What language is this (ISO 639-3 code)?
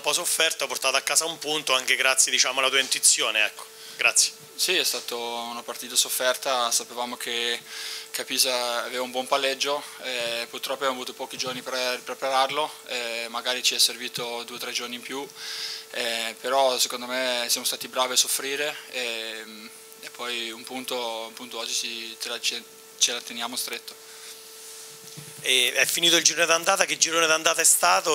ita